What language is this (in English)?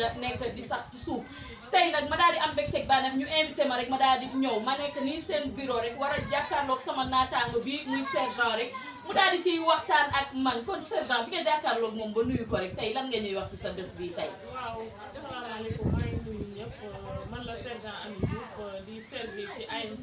Wolof